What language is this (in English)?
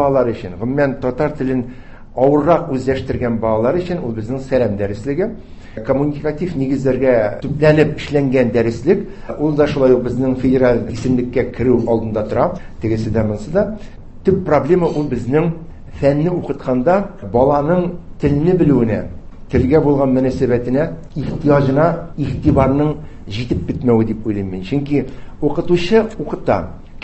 Tatar